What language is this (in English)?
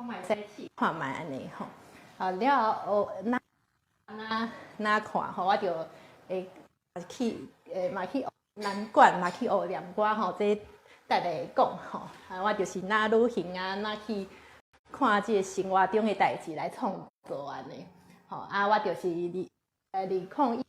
Min Nan Chinese